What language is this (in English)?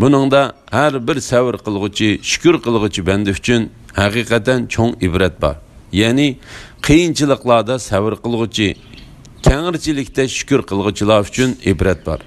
Uyghur